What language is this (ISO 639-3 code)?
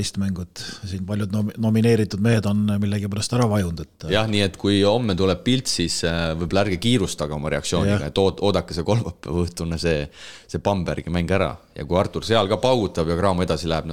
est